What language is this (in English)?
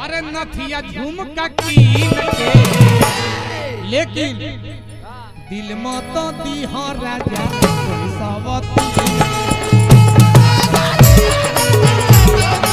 Bhojpuri